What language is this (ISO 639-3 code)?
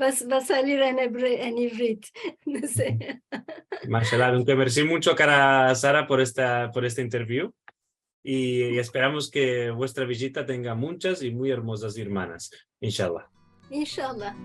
lad